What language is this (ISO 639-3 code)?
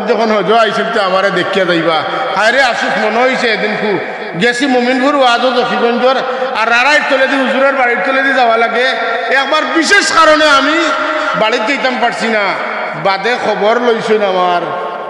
syl